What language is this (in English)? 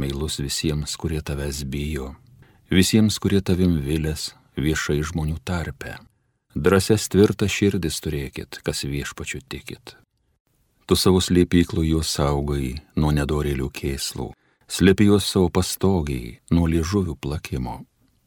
Lithuanian